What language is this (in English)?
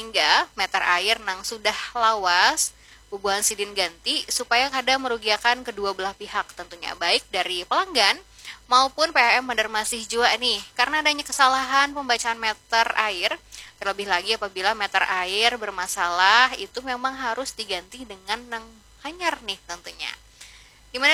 Banjar